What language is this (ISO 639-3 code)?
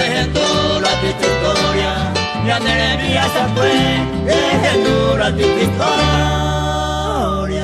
grn